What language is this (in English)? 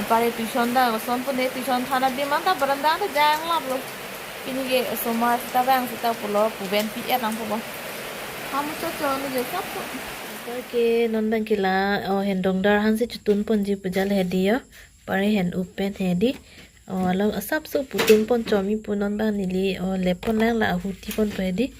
Karbi